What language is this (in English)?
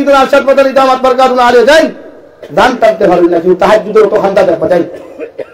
Sylheti